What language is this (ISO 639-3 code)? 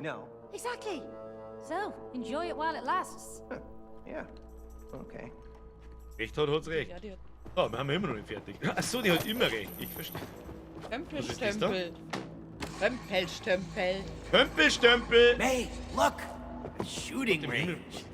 bar